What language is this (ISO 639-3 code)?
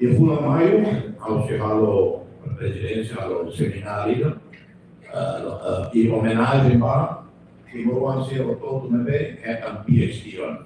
tet